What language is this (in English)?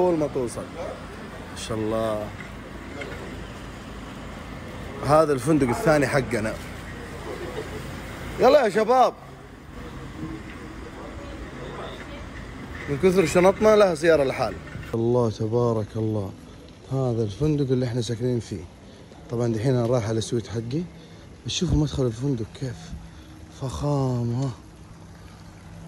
Hijazi Arabic